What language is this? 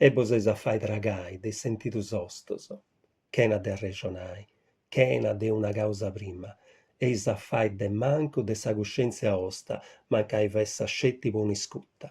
Sardinian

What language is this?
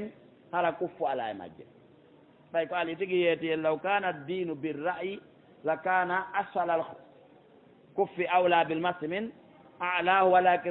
Fula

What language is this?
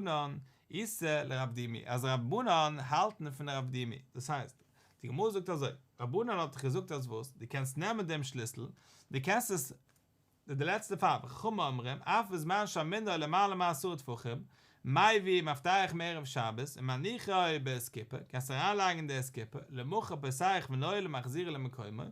Yiddish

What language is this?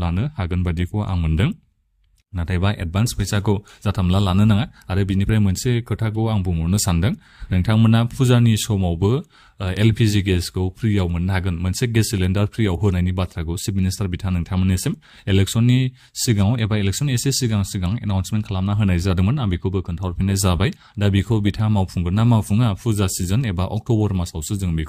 Bodo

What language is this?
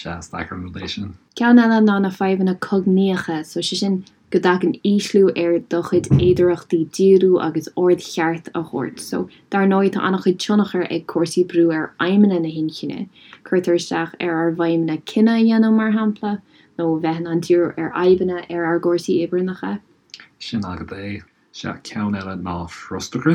Irish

